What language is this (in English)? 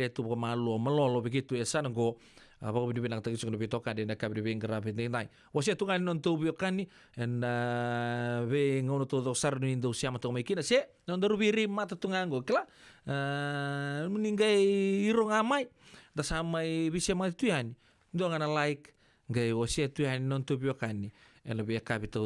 Fijian